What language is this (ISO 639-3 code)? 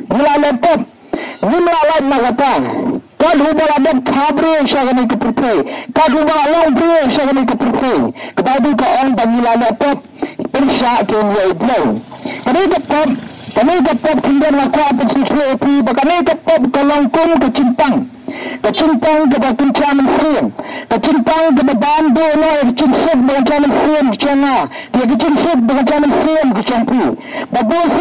kha